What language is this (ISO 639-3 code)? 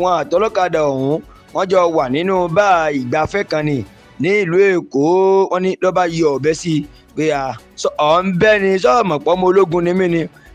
yor